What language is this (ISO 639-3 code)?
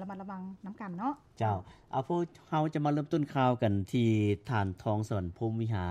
lao